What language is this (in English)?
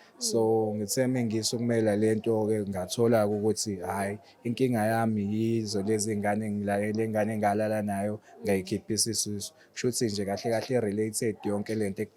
Zulu